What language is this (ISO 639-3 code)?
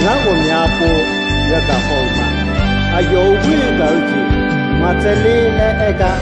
ahk